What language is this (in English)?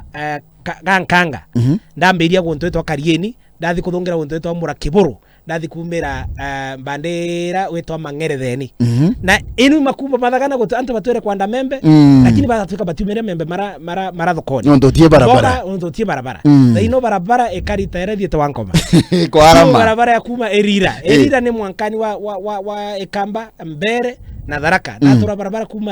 Meru